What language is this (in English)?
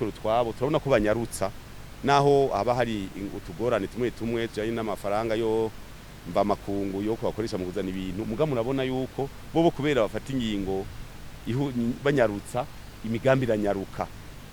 Rundi